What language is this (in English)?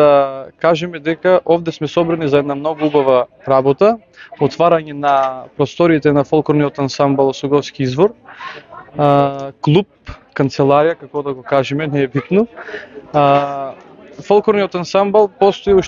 Macedonian